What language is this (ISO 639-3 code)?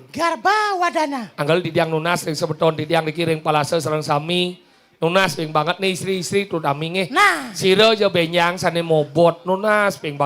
ban